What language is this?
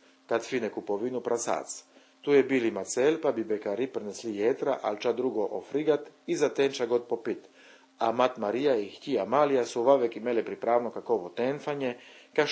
Chakavian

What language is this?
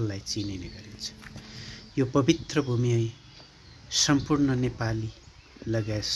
Nepali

